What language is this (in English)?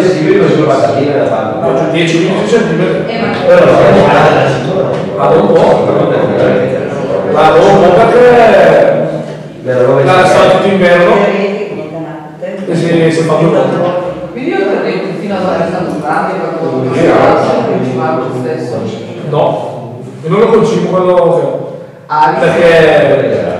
Italian